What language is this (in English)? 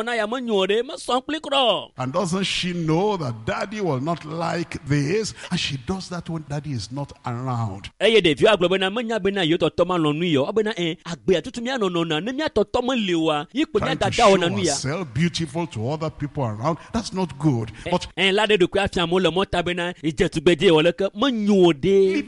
Ewe